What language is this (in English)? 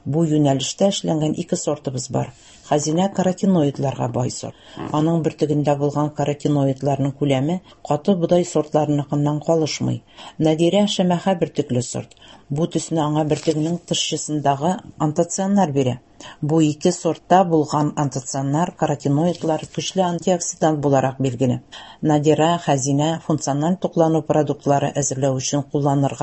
Tatar